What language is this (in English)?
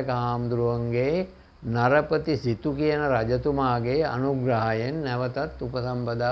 Sinhala